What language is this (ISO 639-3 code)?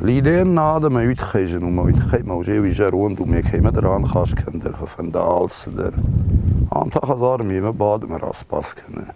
oss